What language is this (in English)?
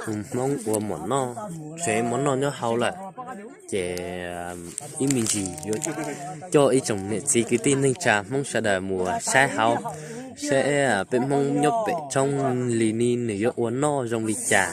Hmong